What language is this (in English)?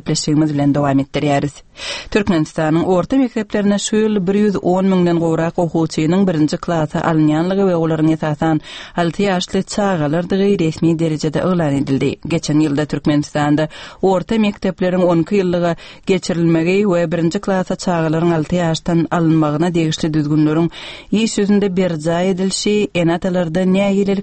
Turkmen